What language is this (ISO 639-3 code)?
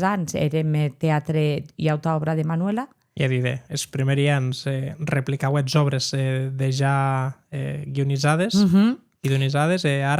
oci